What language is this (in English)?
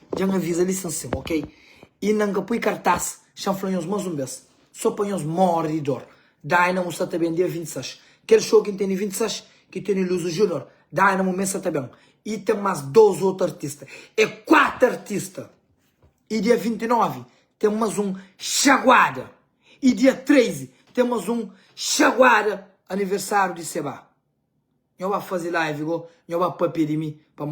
Kabuverdianu